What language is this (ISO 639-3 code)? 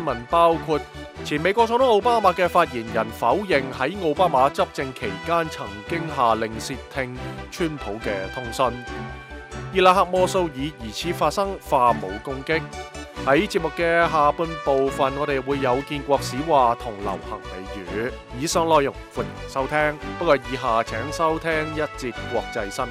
yue